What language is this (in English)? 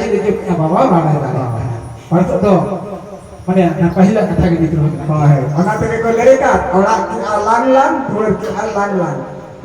Santali